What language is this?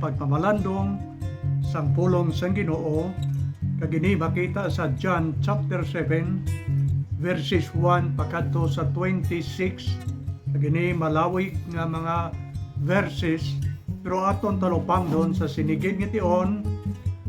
Hiligaynon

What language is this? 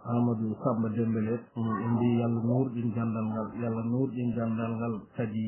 Fula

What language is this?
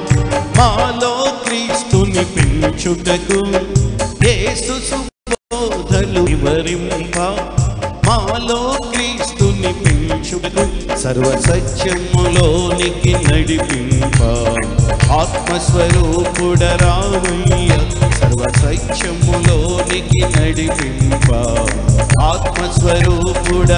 Telugu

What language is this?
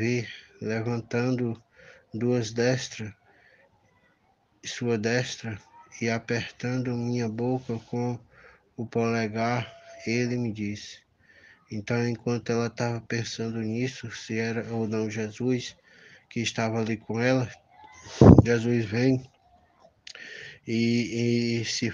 Portuguese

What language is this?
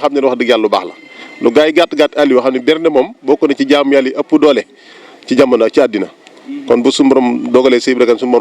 Wolof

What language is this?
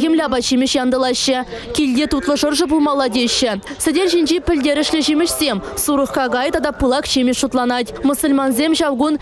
Chuvash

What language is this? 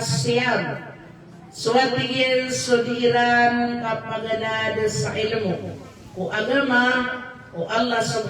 Maranao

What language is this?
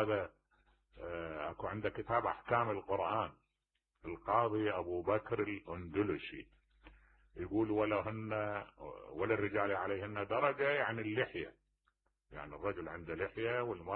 Mesopotamian Arabic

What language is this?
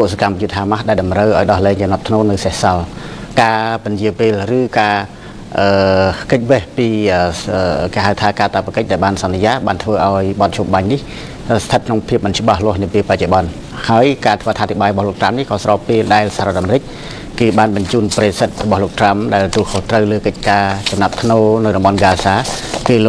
Khmer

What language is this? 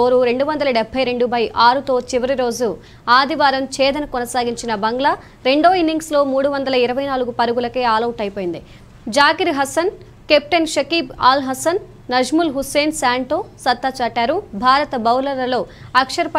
Telugu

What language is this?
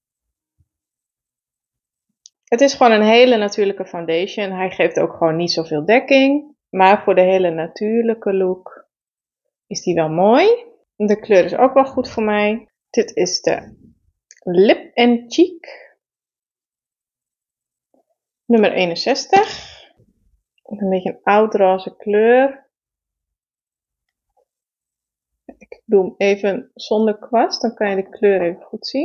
Dutch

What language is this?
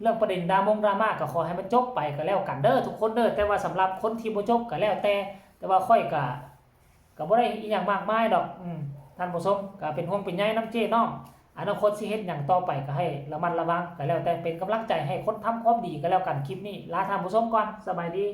Lao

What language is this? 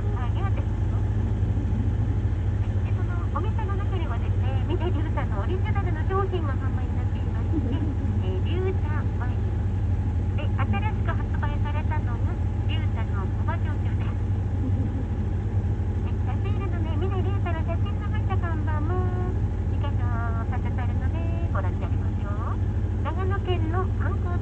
Japanese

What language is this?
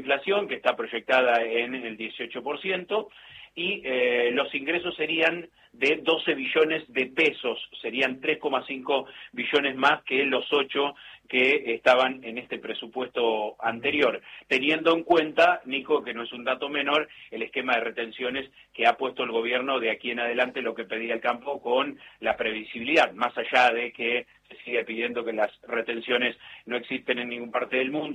Spanish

